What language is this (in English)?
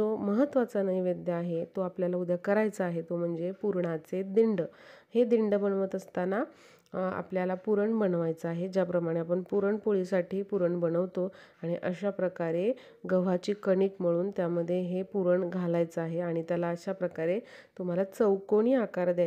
Marathi